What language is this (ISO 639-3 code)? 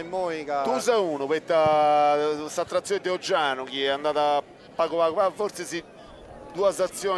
srd